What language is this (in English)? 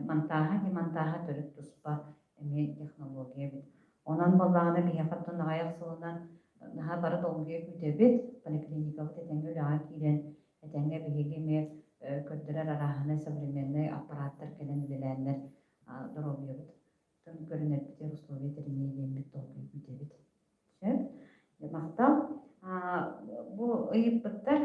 Yakut